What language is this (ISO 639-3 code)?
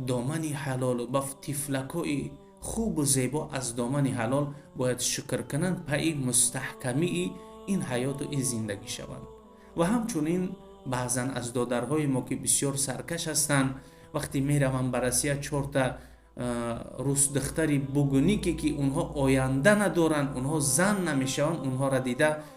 tgk